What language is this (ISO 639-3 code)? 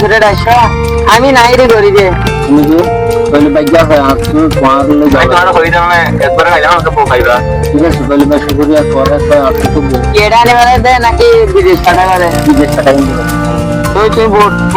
rhg